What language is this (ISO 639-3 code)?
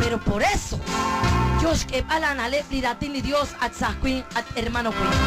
kek